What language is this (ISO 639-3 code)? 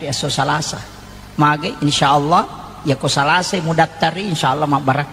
bug